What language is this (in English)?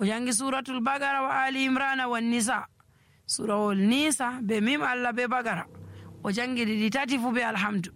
Nigerian Fulfulde